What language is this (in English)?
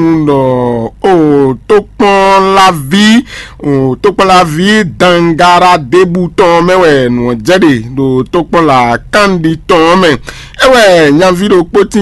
Fon